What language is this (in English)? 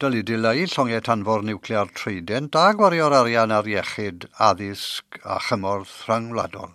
Welsh